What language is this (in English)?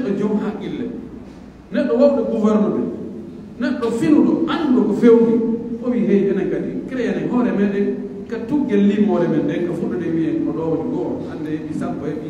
Pular